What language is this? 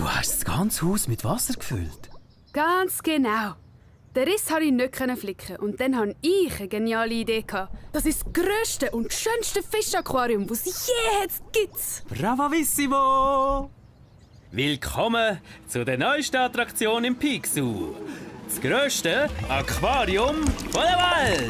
Swiss German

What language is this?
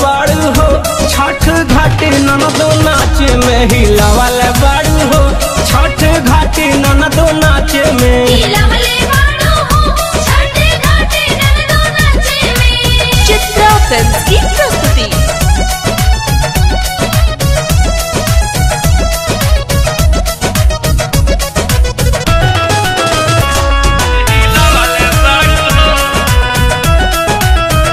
Bhojpuri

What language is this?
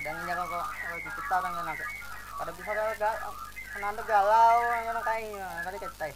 Banjar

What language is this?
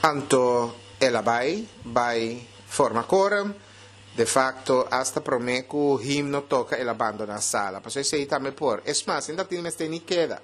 Papiamento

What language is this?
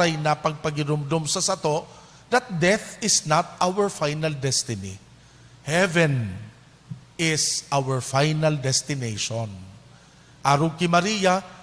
Bikol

